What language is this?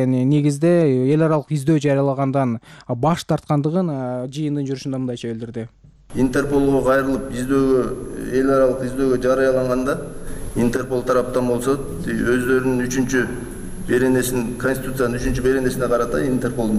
Kyrgyz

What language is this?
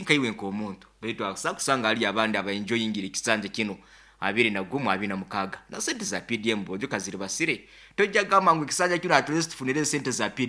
Nyoro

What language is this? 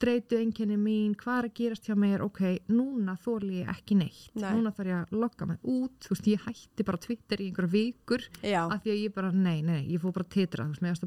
Icelandic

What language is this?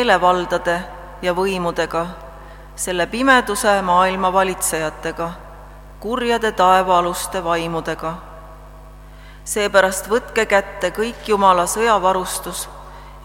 Estonian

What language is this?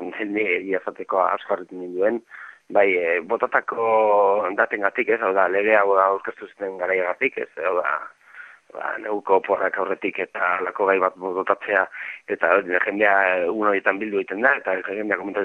Basque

